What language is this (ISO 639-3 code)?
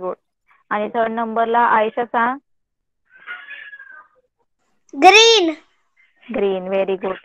mar